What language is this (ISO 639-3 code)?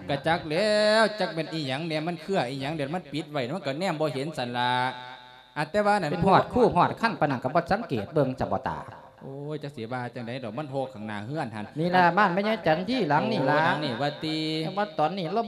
lao